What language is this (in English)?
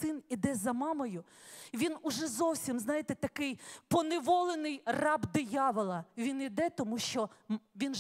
Ukrainian